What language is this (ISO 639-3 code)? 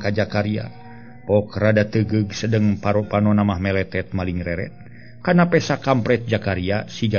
sun